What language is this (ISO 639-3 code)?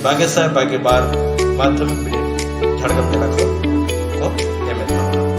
sat